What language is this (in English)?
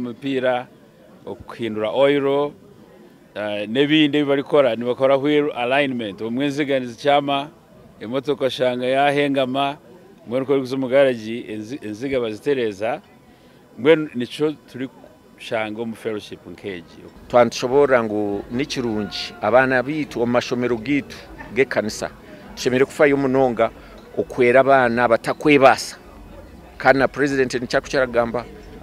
Nyankole